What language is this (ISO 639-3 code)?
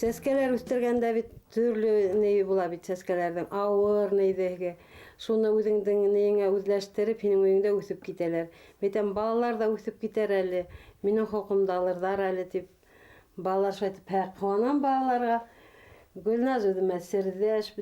bak